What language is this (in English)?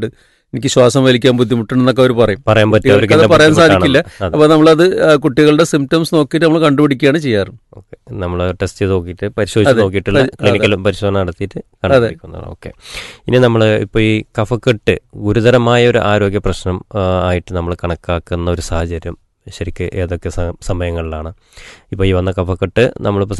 Malayalam